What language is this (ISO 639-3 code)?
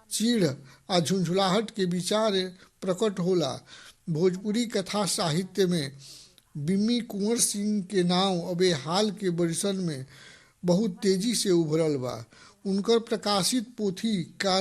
bho